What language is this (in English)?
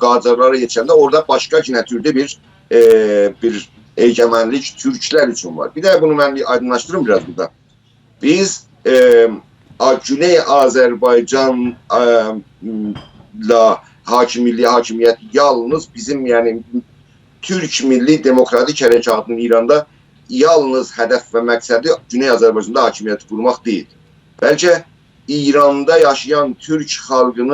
South Azerbaijani